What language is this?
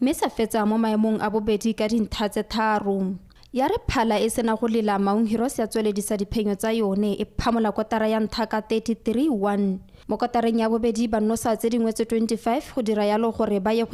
Tswana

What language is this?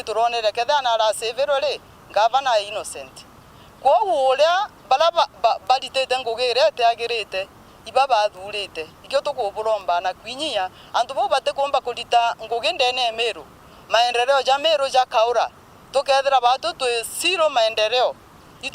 Meru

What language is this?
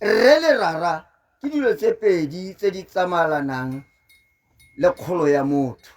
Tswana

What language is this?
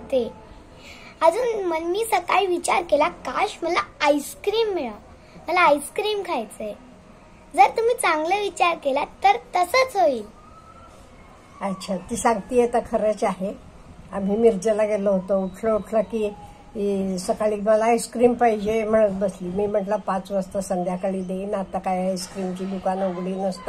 Marathi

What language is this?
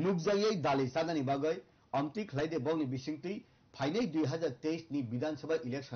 Kok Borok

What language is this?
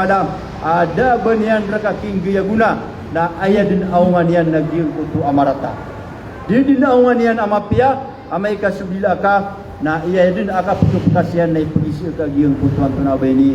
Maranao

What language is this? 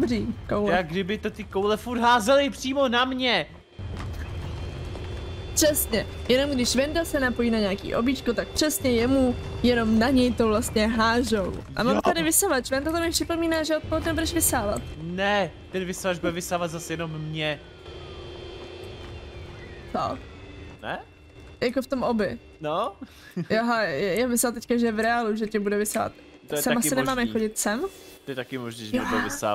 Czech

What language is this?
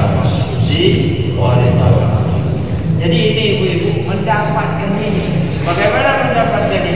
Indonesian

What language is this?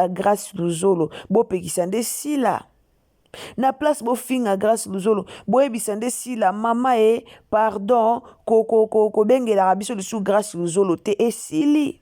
Lingala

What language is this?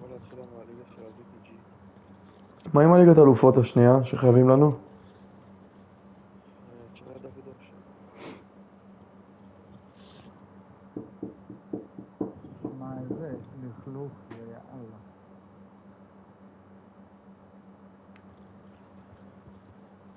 Hebrew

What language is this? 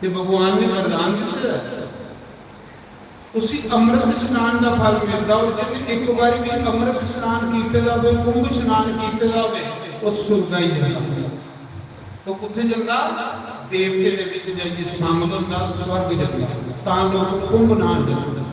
Dogri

